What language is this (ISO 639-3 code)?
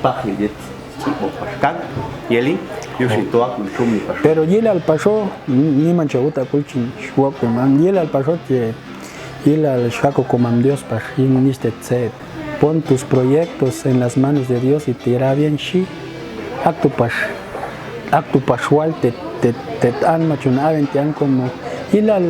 jac